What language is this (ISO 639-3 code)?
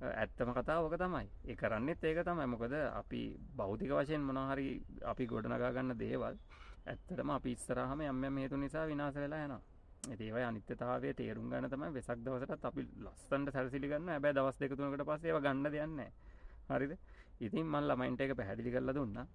sin